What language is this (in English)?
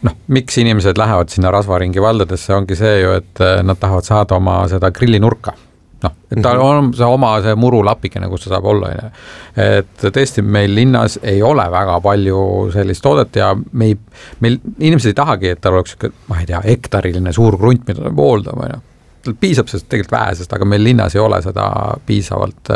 Estonian